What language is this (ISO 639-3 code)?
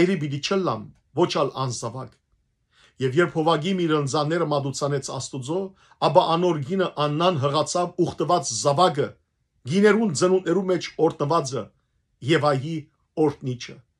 hyw